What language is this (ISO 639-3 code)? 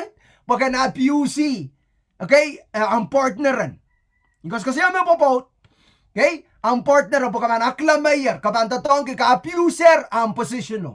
pon